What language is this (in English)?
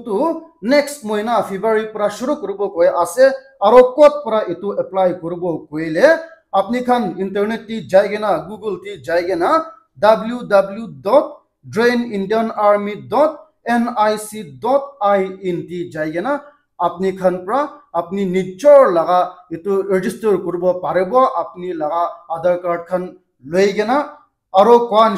Naga Pidgin